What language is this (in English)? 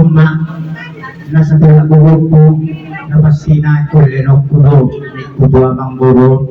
Batak Toba